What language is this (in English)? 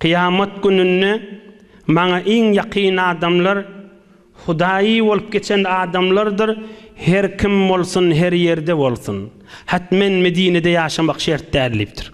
Turkmen